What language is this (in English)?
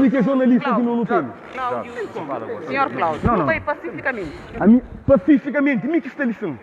Kabuverdianu